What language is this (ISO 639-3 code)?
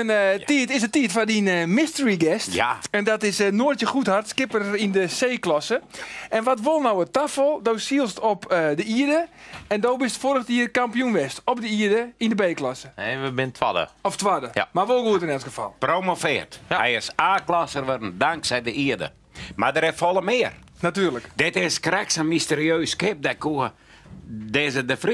fry